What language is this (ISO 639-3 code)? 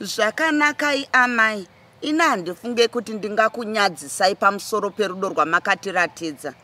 sna